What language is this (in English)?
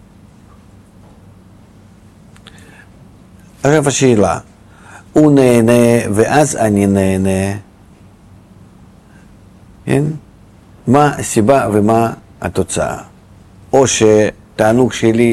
Hebrew